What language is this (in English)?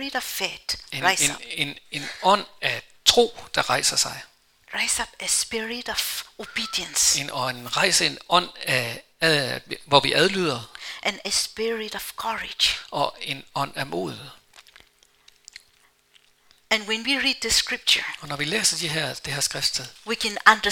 Danish